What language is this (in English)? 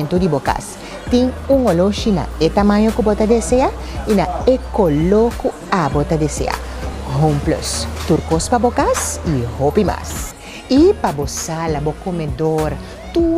Papiamento